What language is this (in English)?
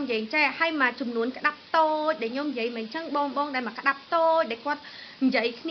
Khmer